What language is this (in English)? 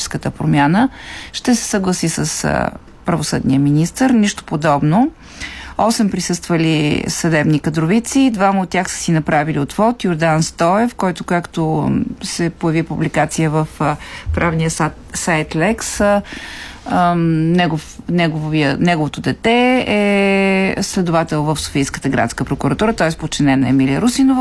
Bulgarian